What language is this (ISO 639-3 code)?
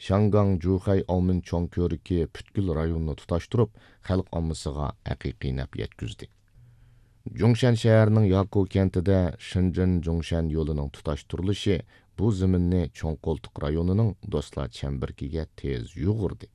uig